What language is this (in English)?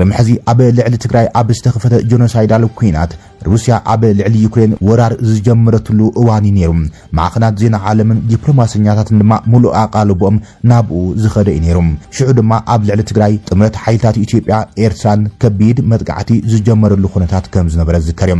Tigrinya